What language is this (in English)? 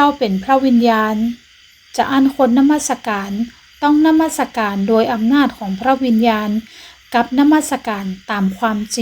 Northern Thai